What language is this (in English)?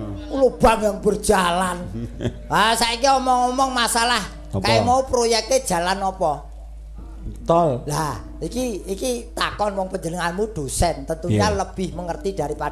Javanese